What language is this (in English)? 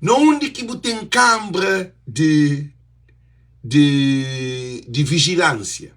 Kabuverdianu